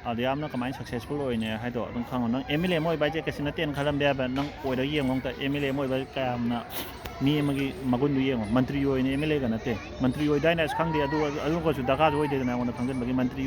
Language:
Manipuri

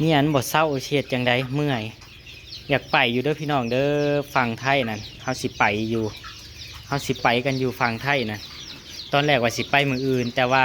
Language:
Northeastern Thai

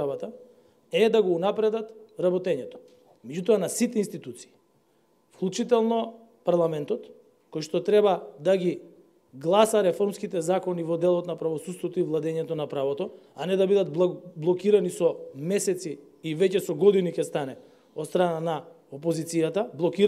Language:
Macedonian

